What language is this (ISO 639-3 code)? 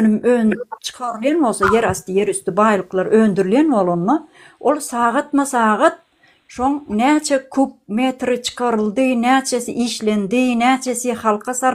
tuk